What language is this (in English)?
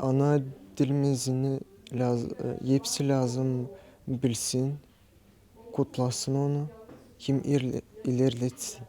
Gagauz